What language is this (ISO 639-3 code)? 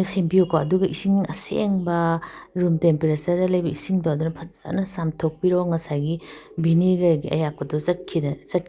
mni